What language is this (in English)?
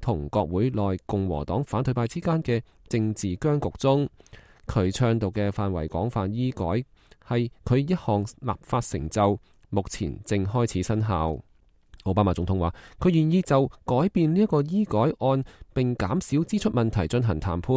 Cantonese